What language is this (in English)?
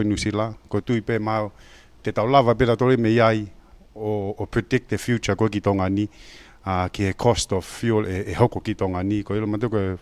Tongan